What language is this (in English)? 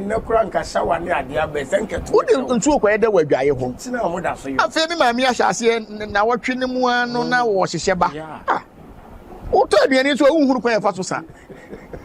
Akan